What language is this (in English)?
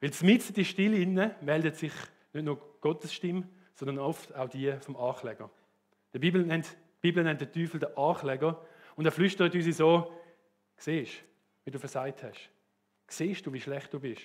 Swiss German